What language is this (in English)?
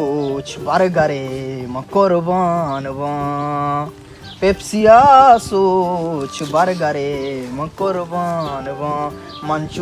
Baluchi